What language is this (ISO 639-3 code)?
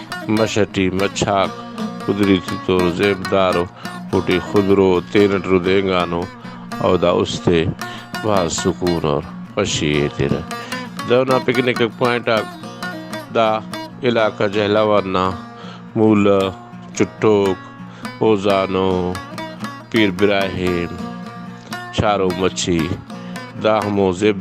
brh